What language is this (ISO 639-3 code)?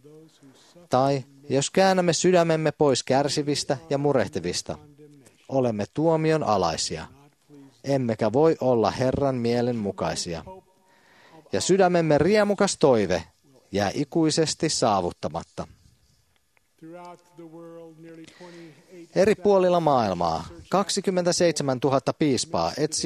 fin